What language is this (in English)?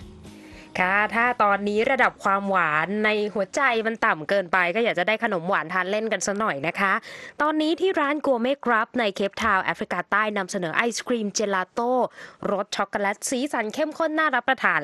Thai